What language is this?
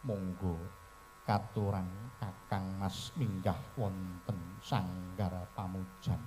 Javanese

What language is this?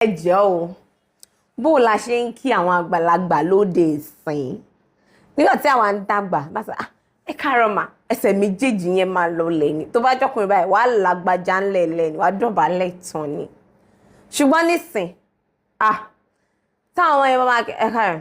Yoruba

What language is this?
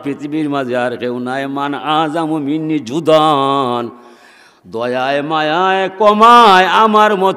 Sylheti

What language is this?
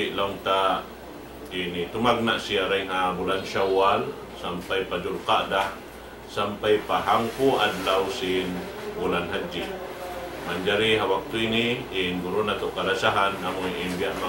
Tausug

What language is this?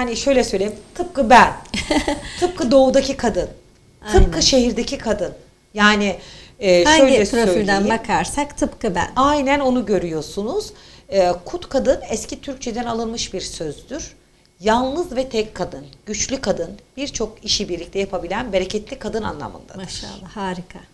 Turkish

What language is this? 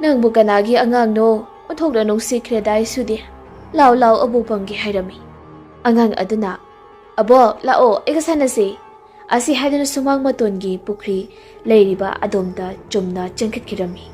Manipuri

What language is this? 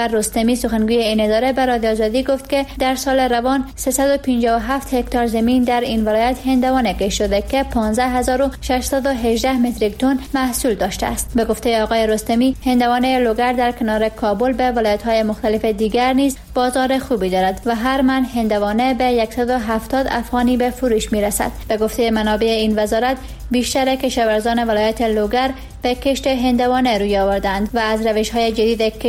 Persian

